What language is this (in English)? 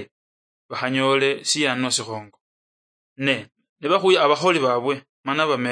Luyia